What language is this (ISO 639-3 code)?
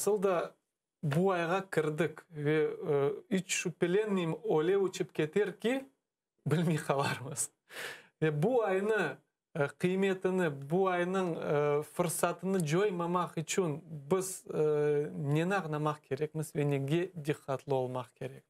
crh